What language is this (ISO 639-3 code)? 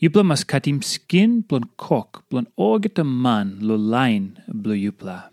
tpi